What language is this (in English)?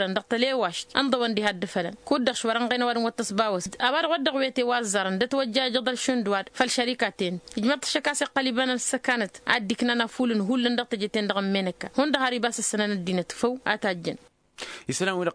Tamasheq